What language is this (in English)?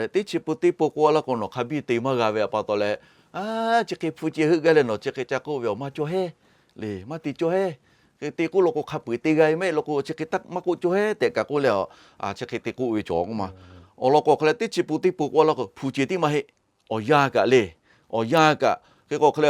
Lahu